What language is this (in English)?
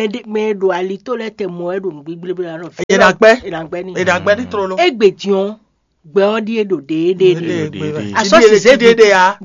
Fon